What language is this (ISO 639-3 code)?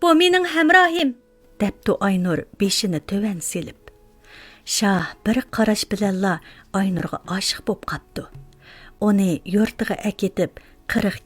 uig